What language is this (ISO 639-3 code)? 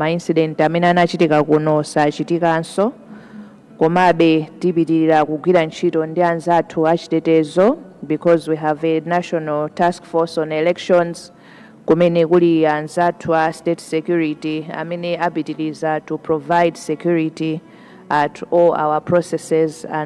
nya